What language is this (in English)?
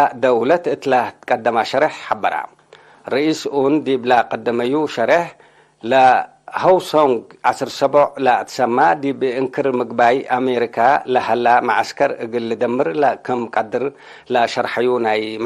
Tigre